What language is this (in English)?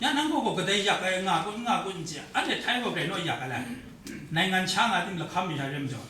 Kachin